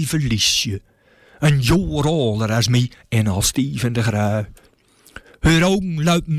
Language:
Gronings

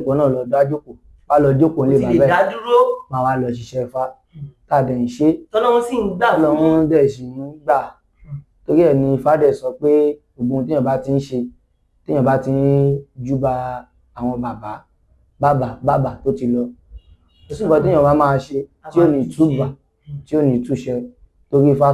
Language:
Yoruba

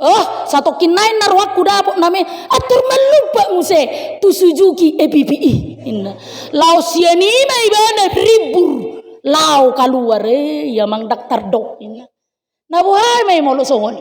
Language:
Batak Toba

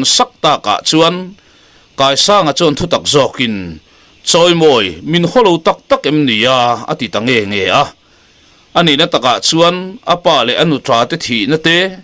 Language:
Mizo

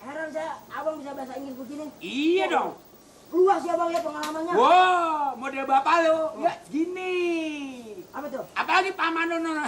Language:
Betawi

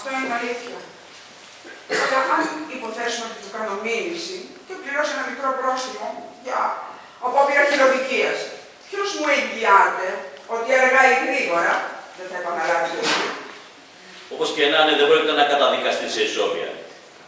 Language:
Greek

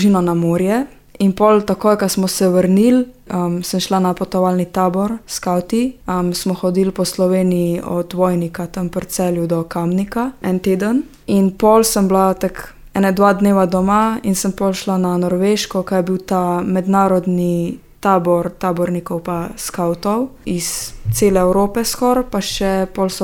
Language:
Slovenian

